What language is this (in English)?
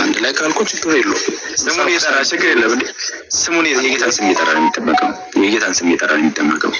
Amharic